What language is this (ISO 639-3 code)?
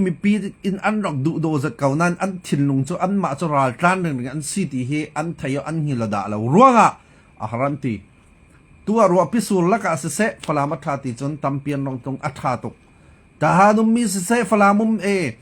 cfm